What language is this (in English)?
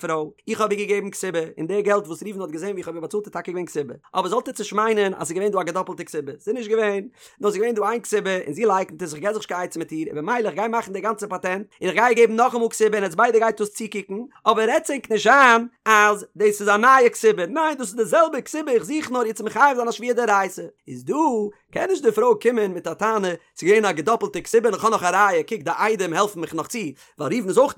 Yiddish